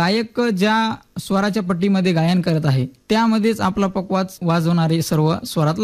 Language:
Marathi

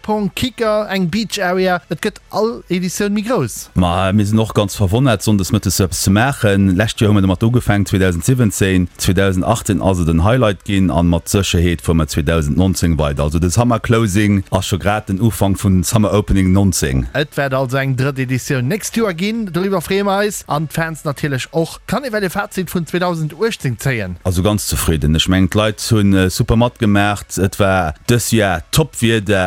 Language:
Luxembourgish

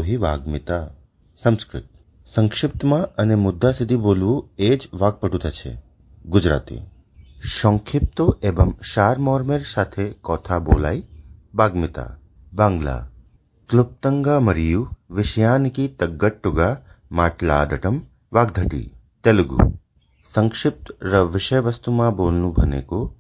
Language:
Sanskrit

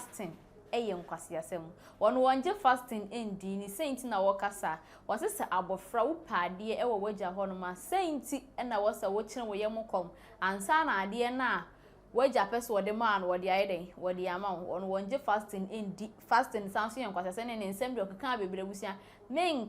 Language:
Akan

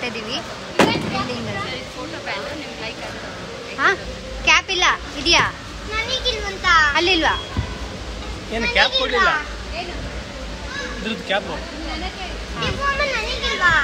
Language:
Kannada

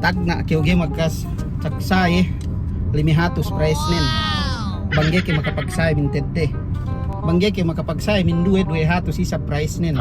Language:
Yakan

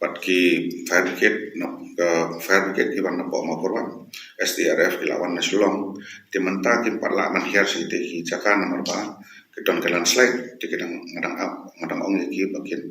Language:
Khasi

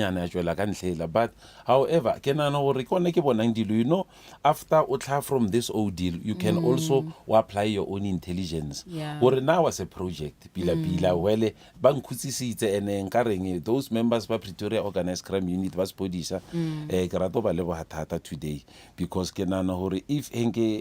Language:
Northern Sotho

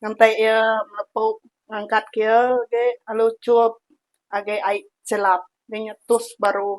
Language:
Iban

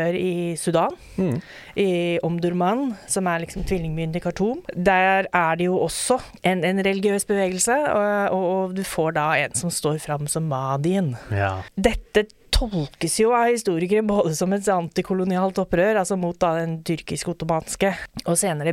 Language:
Norwegian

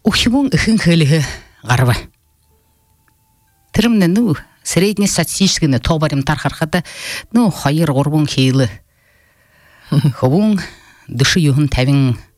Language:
Buriat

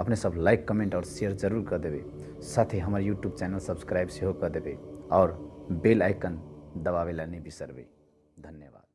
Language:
Maithili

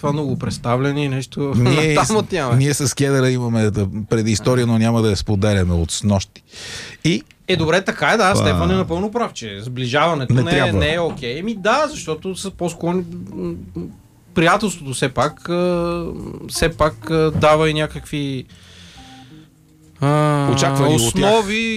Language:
Bulgarian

